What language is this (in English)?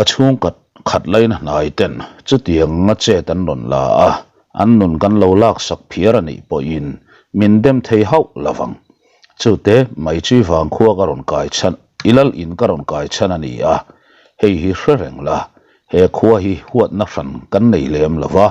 Mizo